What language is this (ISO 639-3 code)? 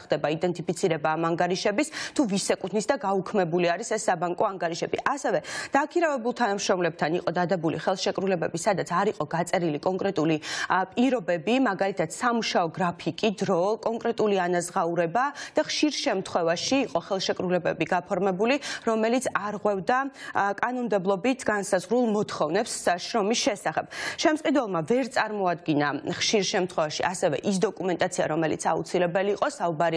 kat